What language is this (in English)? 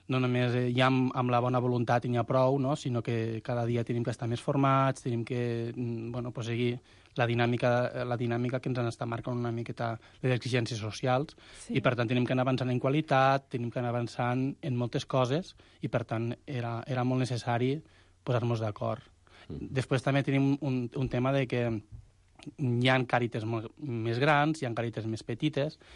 Catalan